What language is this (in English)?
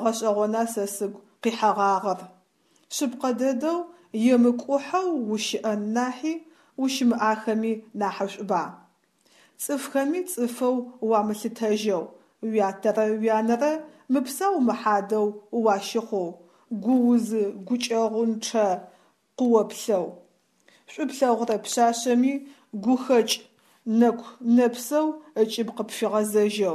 Adyghe